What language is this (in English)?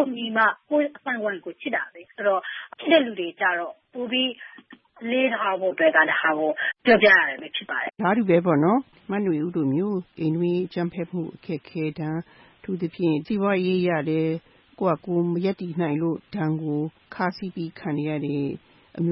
Burmese